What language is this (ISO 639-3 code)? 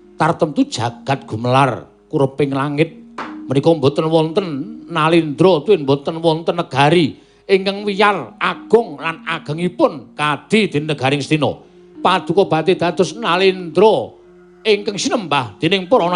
jav